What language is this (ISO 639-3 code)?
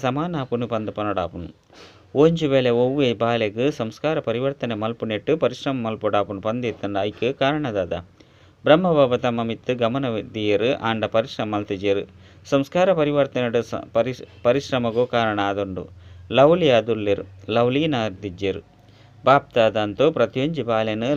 tcy